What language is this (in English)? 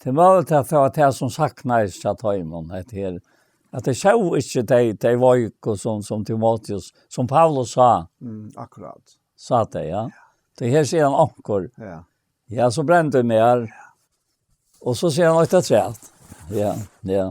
Faroese